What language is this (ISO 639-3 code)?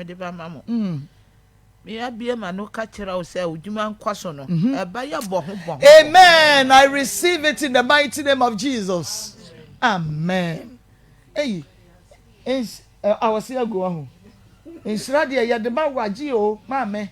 aka